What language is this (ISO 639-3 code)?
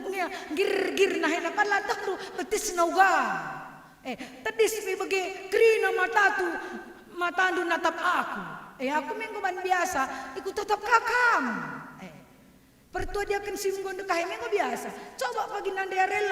btx